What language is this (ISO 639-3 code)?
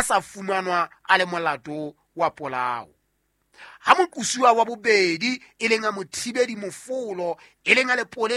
sot